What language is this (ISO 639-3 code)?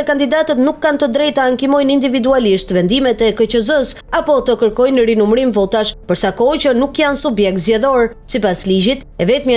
sqi